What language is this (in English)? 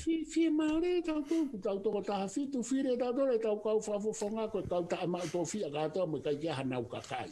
Tongan